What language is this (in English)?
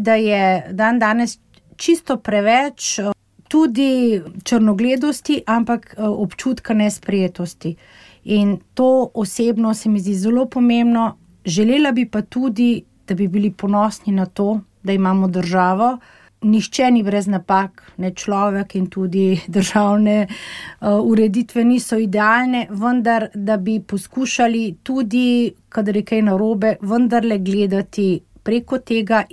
Slovenian